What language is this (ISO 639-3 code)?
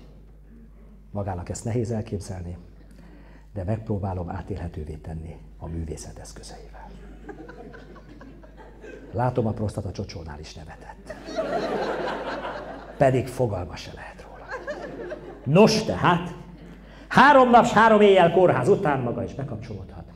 hun